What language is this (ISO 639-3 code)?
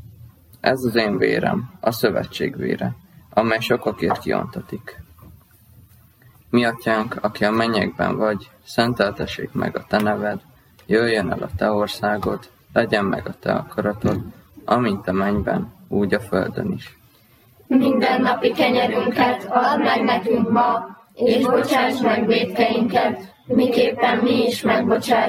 hun